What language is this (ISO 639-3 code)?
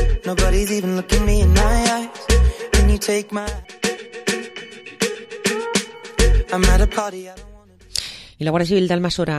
cat